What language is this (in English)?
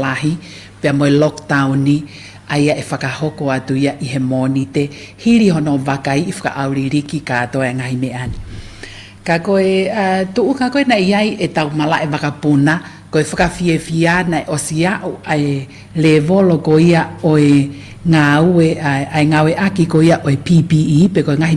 Tongan